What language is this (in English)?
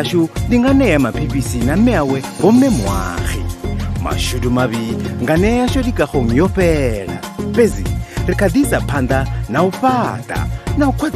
Venda